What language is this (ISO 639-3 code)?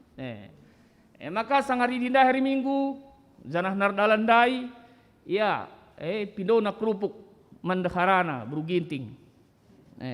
btx